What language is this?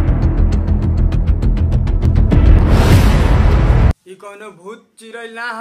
Bhojpuri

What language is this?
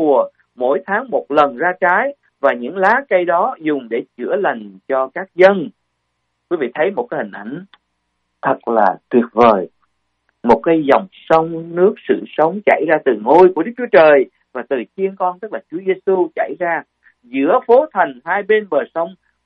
Vietnamese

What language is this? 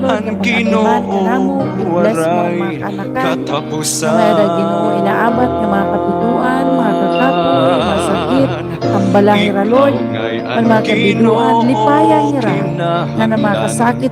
Waray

